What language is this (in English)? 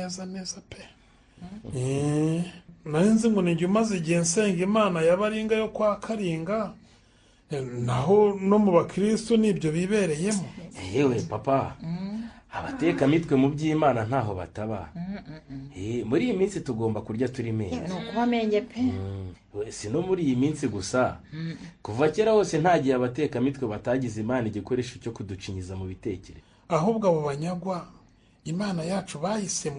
Kinyarwanda